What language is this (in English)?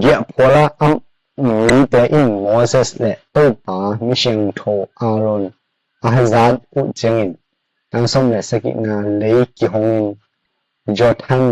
Tedim Chin